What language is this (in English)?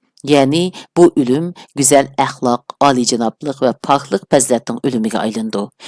Uyghur